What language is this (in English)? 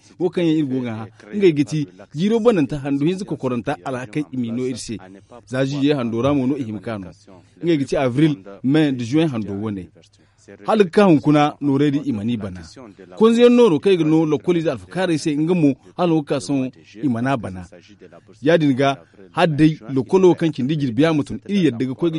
Zarma